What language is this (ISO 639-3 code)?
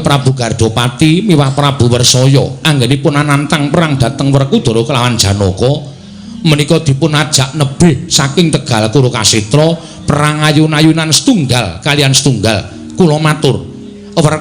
jav